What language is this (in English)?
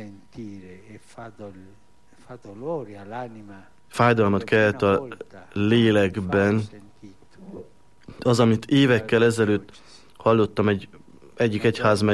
Hungarian